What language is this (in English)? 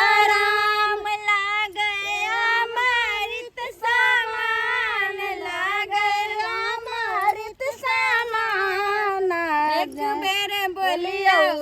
Maithili